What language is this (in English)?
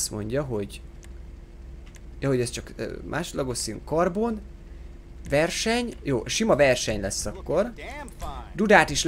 Hungarian